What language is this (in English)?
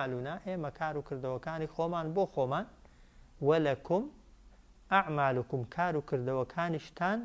Central Kurdish